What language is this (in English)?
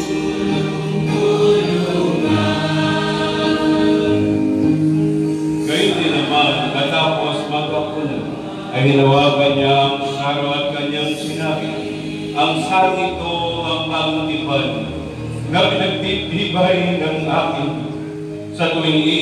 Filipino